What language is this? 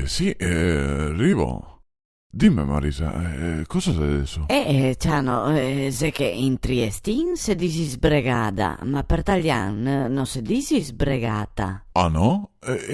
Venetian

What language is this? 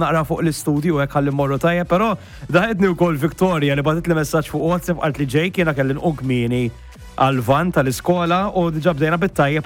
Maltese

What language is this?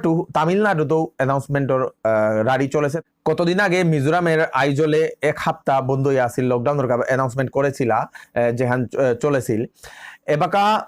Bishnupriya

